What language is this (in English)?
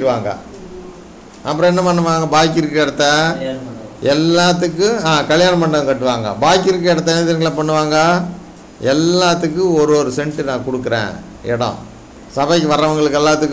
Tamil